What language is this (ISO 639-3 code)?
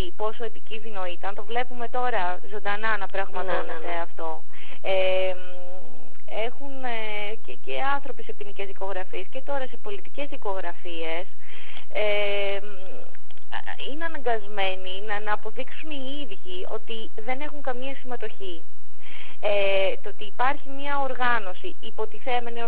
ell